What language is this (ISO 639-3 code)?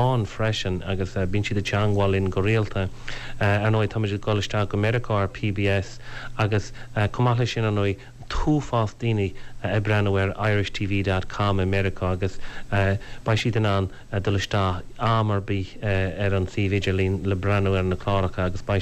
gle